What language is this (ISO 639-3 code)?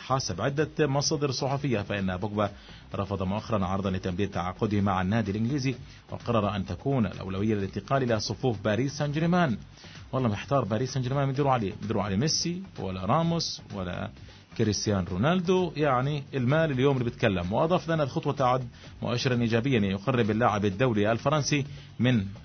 ara